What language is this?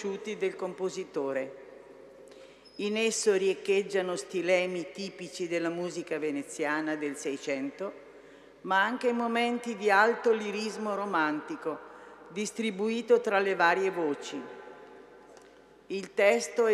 Italian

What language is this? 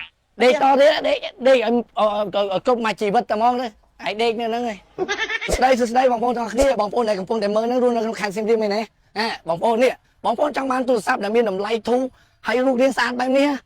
Khmer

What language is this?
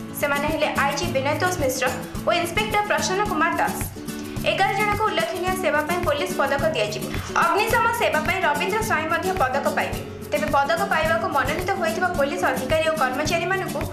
Odia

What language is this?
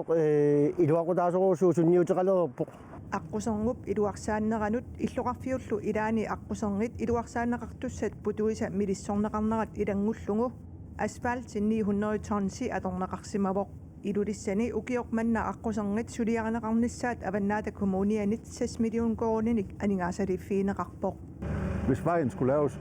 Kalaallisut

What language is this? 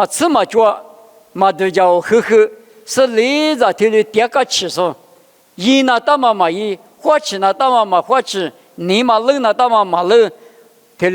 Lisu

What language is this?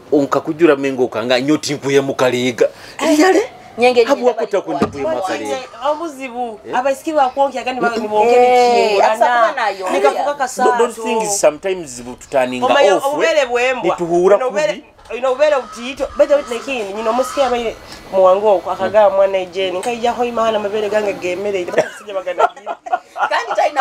Nyoro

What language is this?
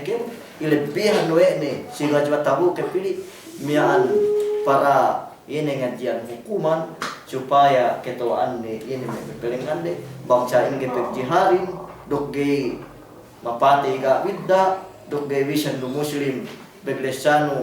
Yakan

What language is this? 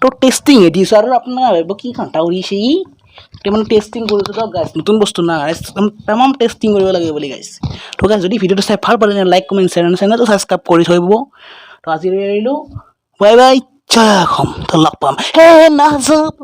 Assamese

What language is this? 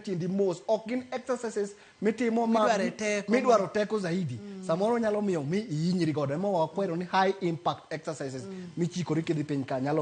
Luo (Kenya and Tanzania)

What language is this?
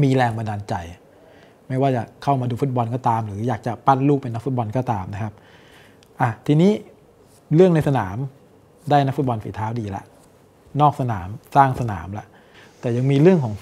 Thai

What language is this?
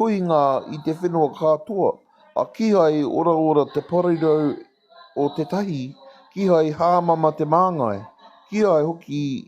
Māori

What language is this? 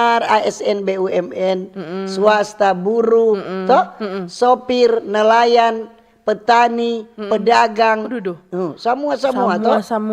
Manado Malay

